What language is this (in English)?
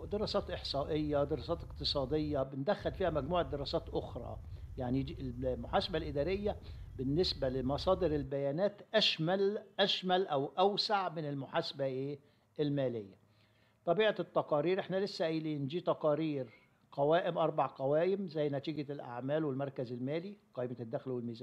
Egyptian Arabic